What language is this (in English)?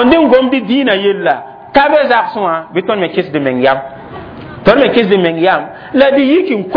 Mossi